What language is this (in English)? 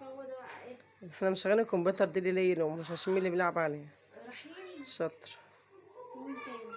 Egyptian Arabic